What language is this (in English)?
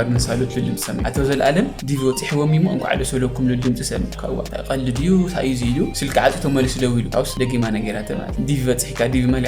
Tigrinya